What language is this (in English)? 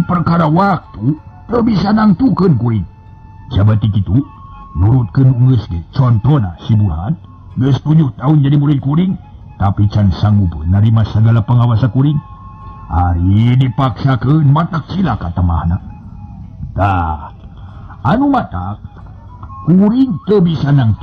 Sundanese